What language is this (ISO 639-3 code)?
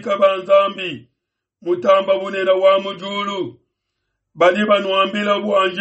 lua